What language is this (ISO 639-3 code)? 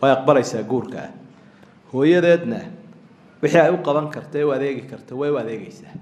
som